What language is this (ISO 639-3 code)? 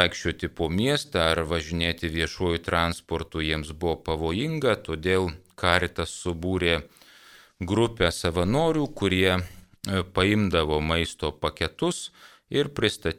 lit